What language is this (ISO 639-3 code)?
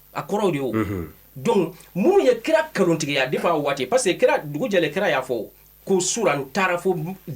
bam